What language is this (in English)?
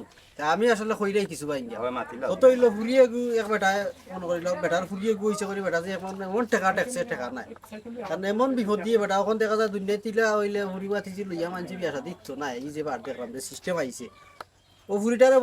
Sylheti